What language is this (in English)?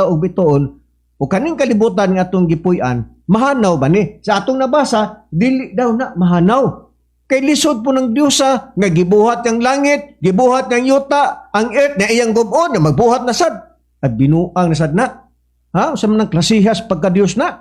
Cebuano